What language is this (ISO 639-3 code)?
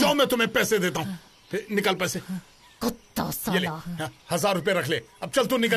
hin